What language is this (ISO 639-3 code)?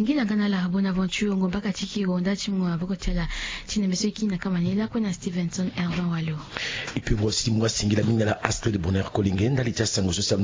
sag